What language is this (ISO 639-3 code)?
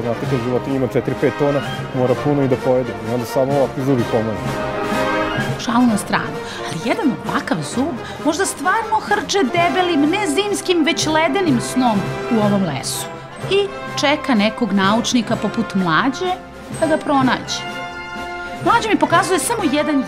srp